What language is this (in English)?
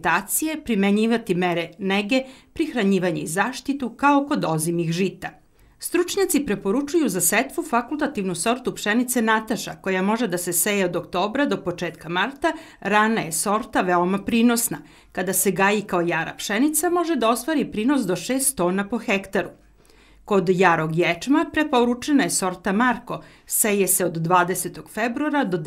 Serbian